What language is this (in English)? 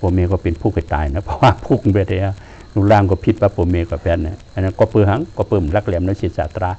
Shan